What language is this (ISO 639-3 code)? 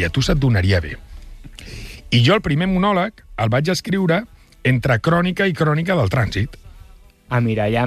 cat